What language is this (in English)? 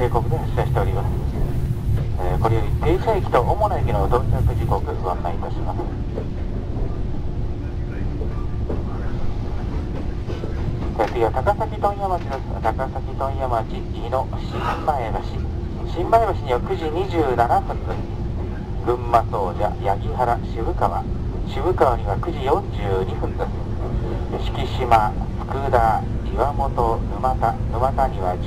Japanese